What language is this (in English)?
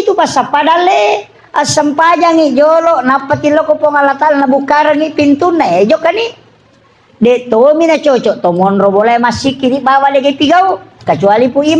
Buginese